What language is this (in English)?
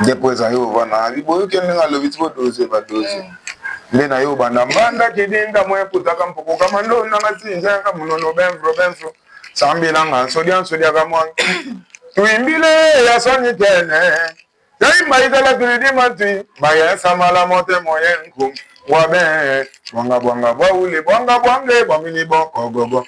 Lingala